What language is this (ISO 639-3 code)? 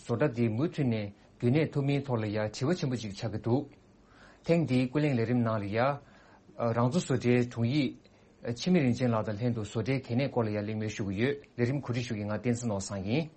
bod